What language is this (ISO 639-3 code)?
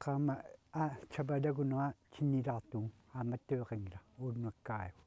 kal